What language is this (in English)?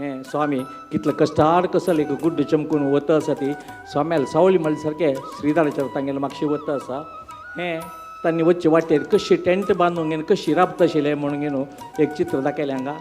Konkani